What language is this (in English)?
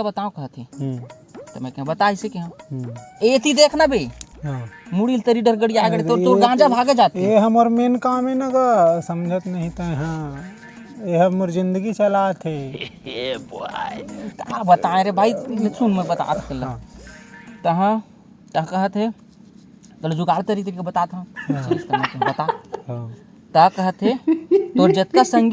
Chhattisgarhi